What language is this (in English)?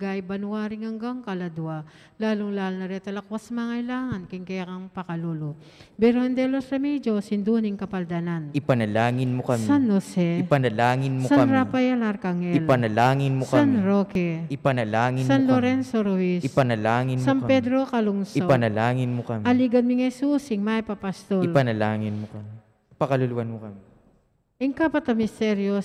Pampanga